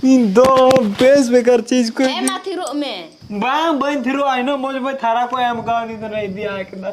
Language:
Santali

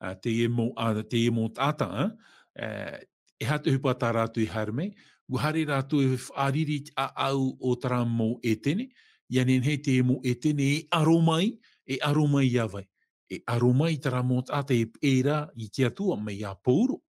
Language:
Tahitian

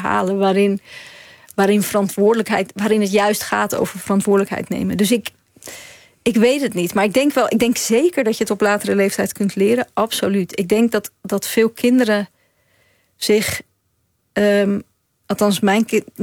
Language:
Dutch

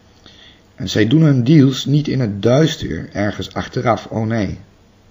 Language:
Dutch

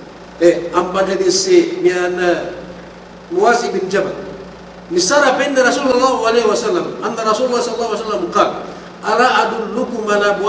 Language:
Yakan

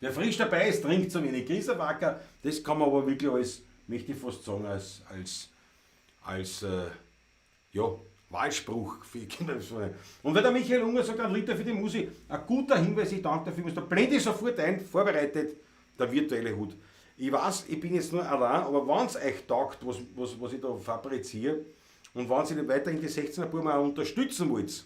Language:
Bavarian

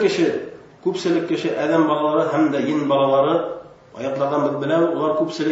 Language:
Bashkir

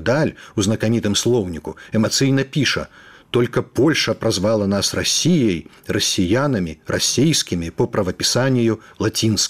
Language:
Belarusian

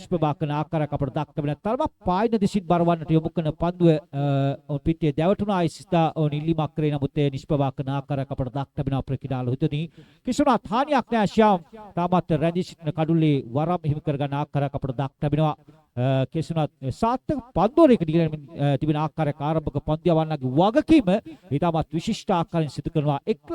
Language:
Sinhala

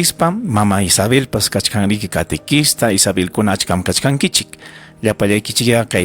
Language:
Ayacucho Quechua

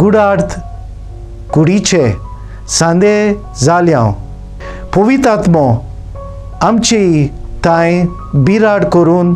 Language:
Konkani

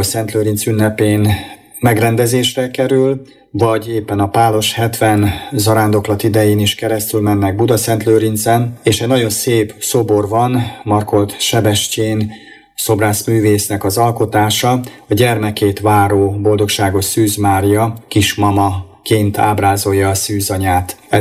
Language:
Hungarian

